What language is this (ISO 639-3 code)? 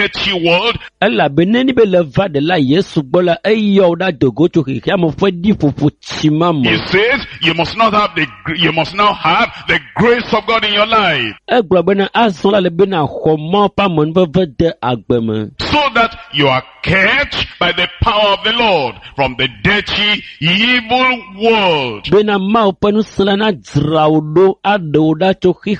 ewe